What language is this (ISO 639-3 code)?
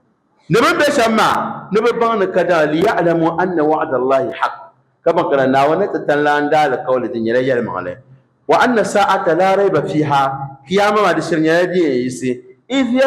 dag